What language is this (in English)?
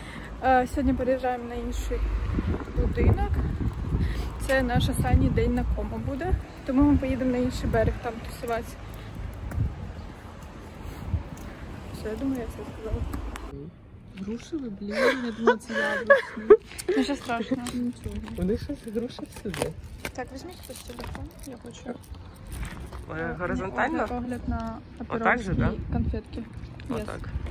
Ukrainian